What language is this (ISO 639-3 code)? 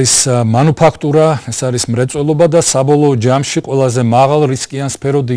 kat